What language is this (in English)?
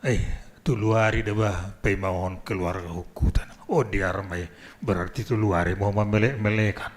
Batak Simalungun